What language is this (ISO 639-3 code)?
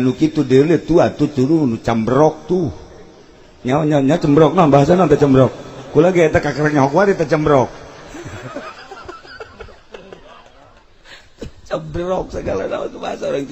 sun